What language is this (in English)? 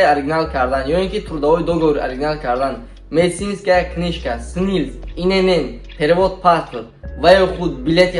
Tajik